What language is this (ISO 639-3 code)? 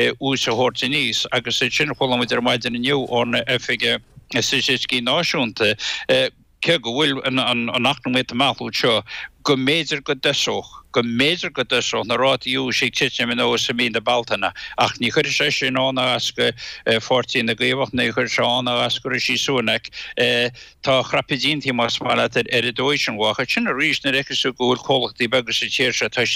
gle